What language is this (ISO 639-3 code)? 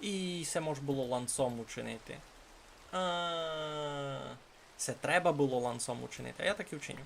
rue